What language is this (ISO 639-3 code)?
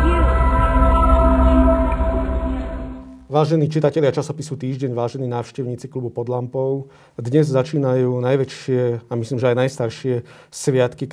slk